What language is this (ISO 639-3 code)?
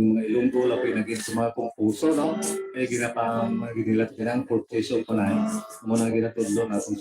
hil